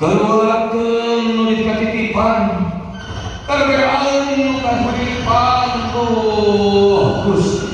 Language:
Sundanese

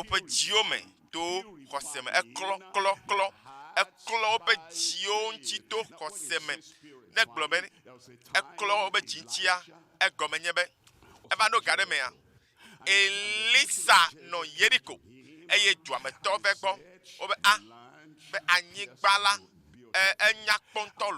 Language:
Ewe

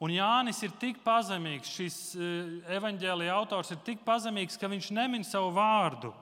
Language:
Latvian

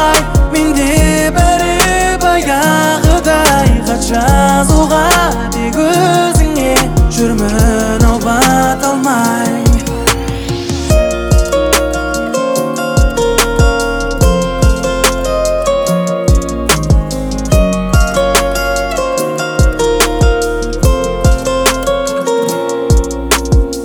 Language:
Kazakh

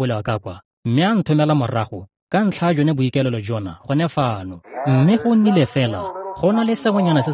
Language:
Tswana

